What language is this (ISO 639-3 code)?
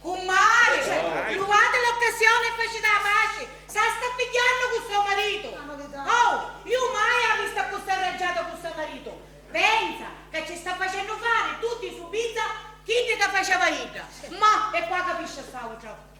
scn